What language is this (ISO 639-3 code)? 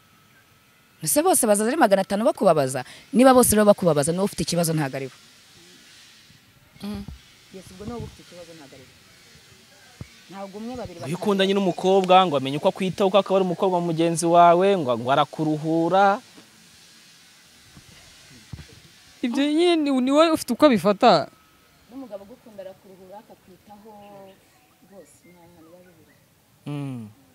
kin